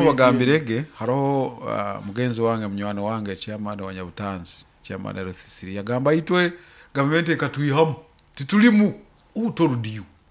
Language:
Nyoro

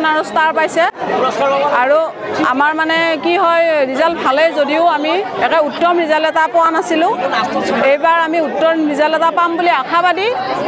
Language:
Assamese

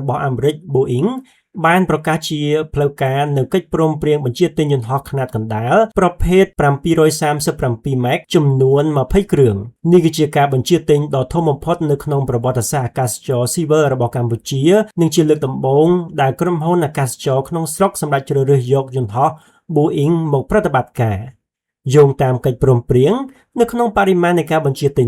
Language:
Khmer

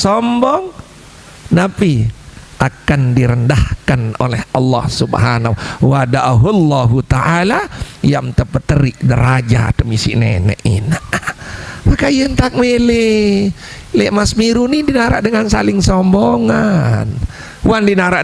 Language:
Sasak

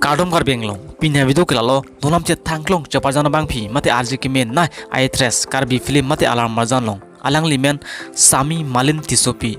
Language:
Karbi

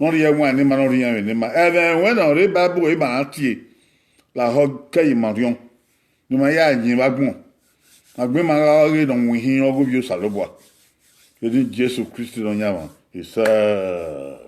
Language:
Bini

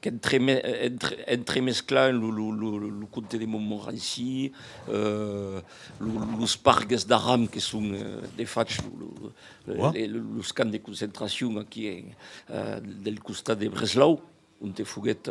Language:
Occitan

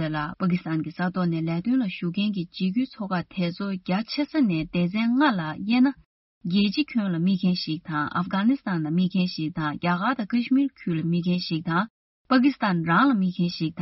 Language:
Tibetan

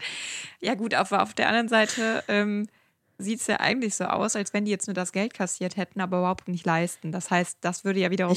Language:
German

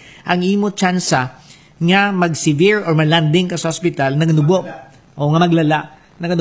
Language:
Hiligaynon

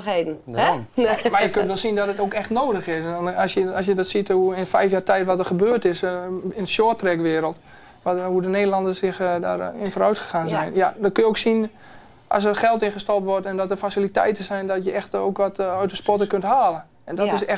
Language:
Western Frisian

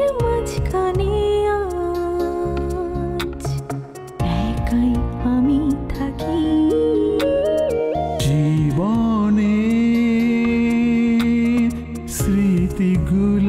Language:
Bangla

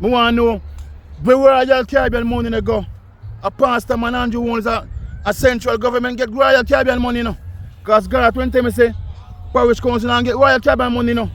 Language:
Jamaican Creole English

